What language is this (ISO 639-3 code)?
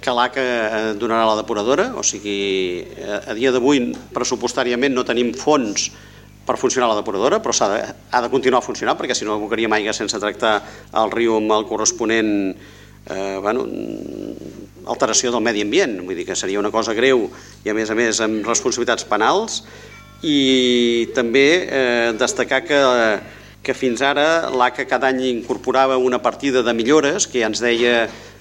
cat